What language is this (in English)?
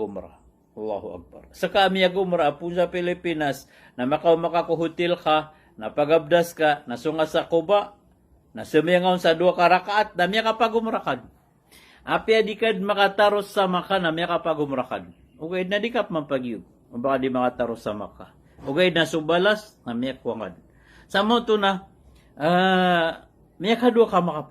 Maranao